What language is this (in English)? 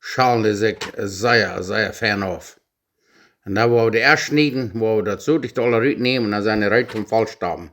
Plautdietsch